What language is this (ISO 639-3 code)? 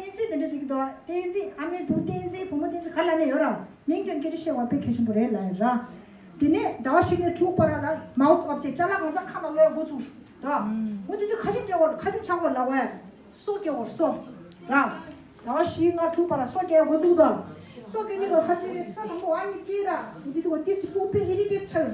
bod